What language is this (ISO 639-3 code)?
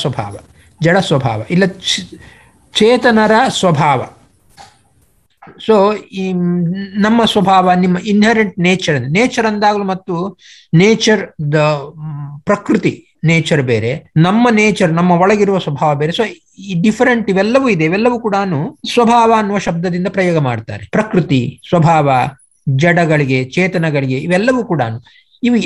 kan